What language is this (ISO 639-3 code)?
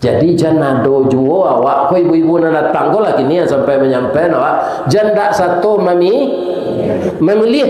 min